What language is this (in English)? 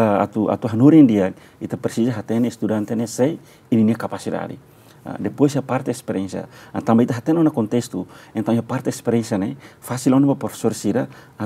Tetum